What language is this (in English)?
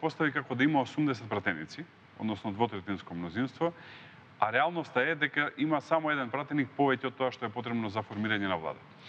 Macedonian